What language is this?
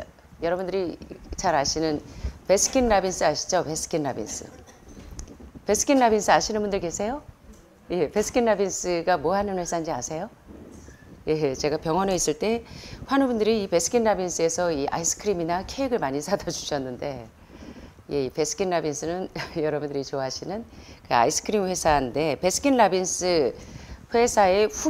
Korean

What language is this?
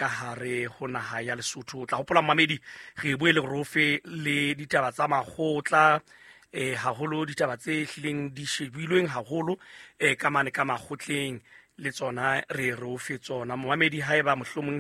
Southern Sotho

